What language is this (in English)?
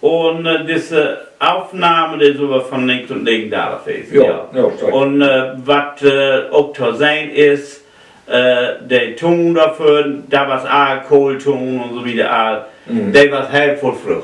Low German